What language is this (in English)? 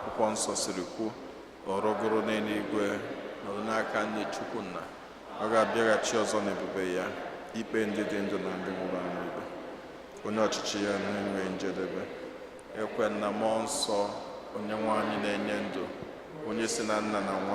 Igbo